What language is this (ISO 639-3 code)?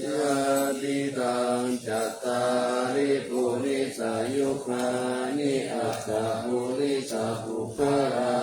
pli